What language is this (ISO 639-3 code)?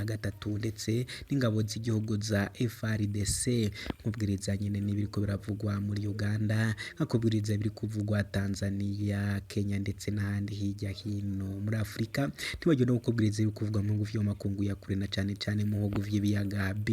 run